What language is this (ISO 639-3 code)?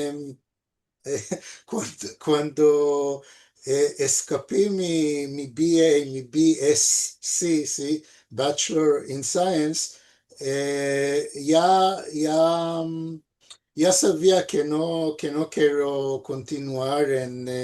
lad